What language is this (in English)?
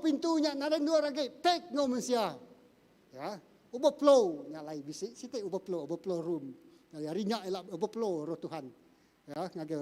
Iban